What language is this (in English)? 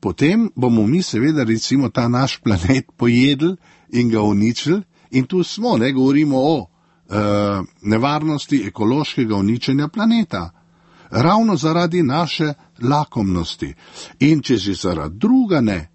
Slovenian